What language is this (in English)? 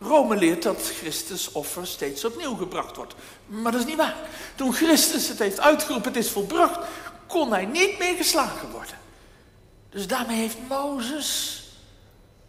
Dutch